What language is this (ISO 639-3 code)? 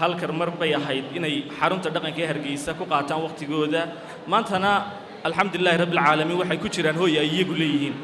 som